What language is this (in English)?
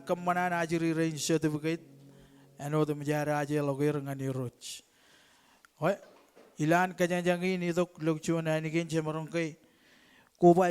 Marshallese